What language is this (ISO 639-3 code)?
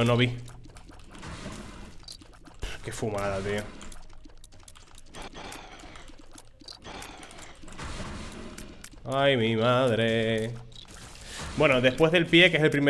spa